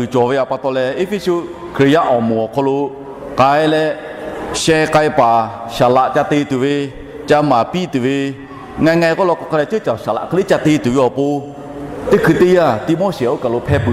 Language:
Lahu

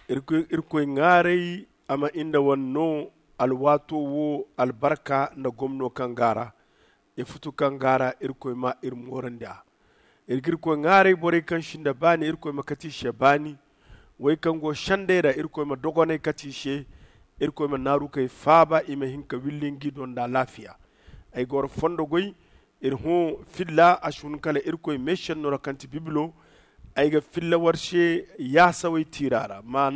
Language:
Zarma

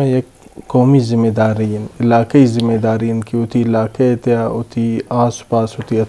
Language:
Eastern Balochi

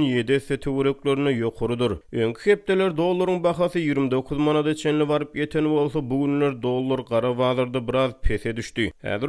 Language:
Turkmen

